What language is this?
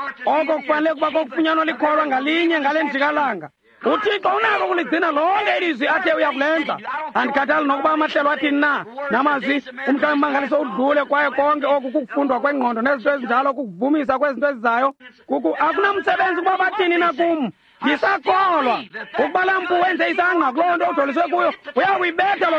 Xhosa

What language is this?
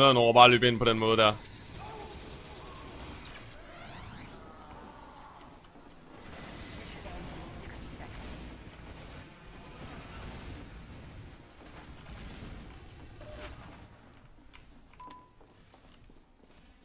Danish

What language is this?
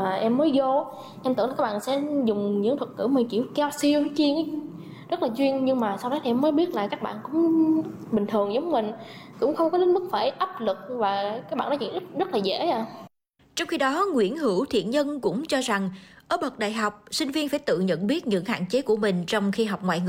Vietnamese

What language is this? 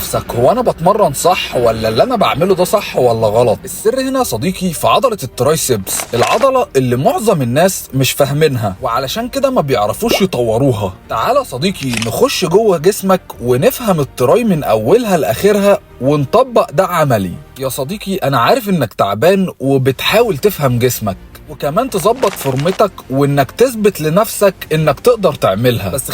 Egyptian Arabic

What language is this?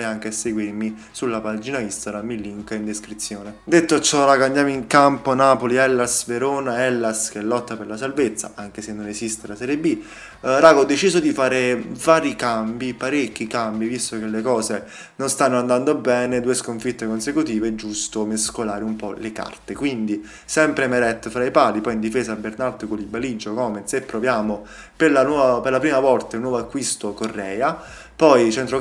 Italian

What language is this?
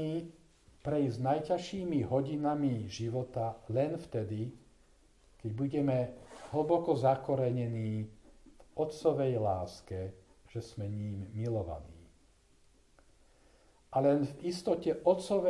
Slovak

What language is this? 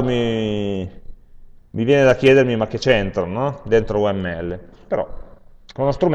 Italian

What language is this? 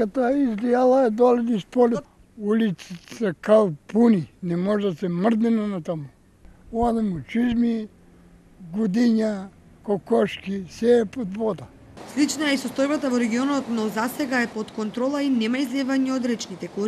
Macedonian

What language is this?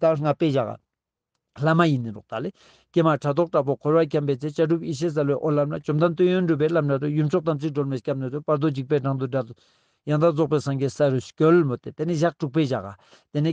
Ladakhi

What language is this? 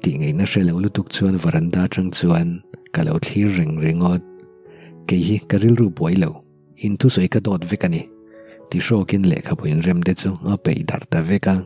Mizo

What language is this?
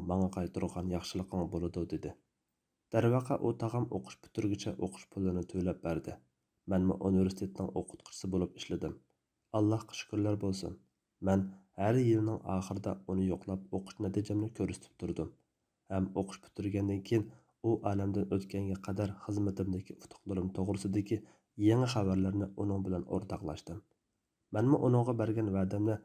Uyghur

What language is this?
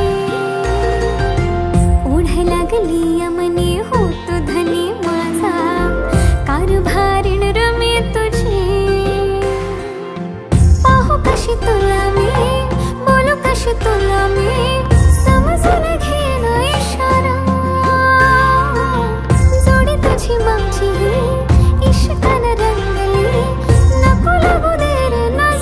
Marathi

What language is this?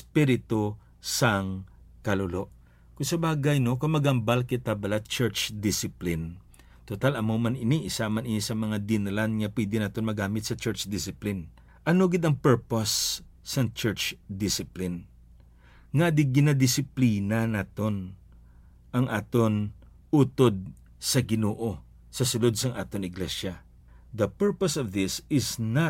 Hiligaynon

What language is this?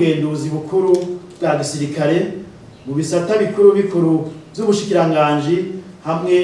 Rundi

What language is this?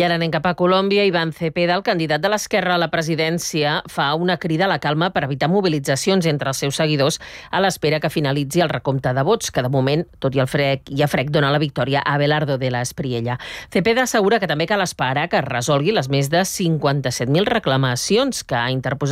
Catalan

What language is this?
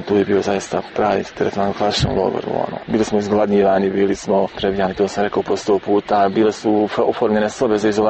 Serbian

